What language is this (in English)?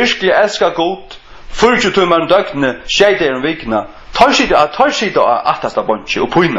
Faroese